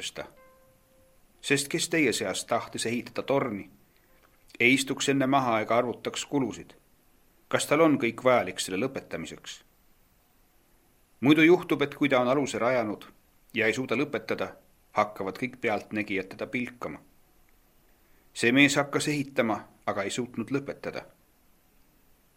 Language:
Estonian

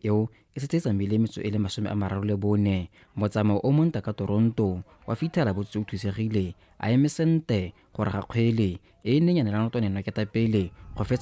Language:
Tswana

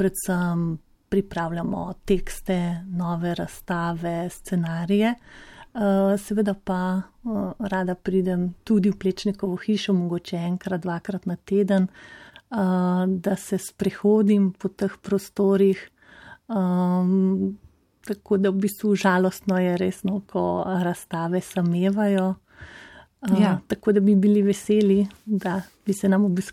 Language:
Slovenian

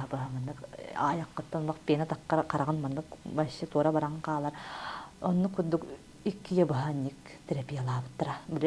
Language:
Yakut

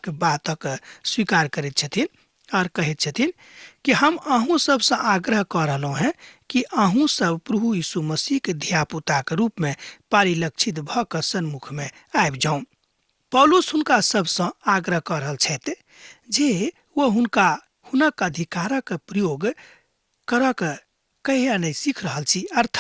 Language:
Maithili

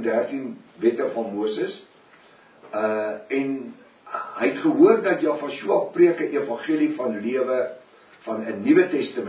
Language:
Afrikaans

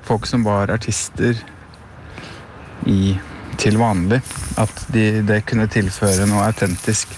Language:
Norwegian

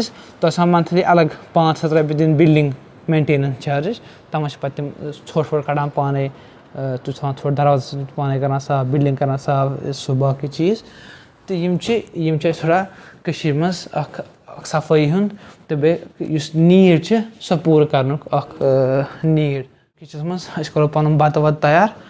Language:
Kashmiri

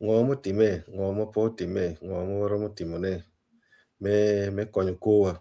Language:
Acoli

